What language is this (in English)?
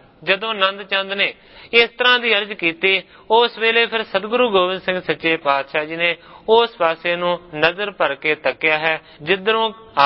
Punjabi